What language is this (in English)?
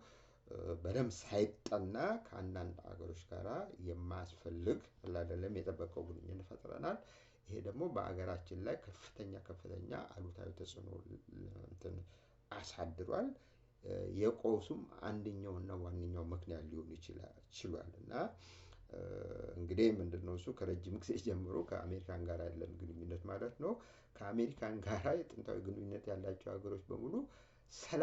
Amharic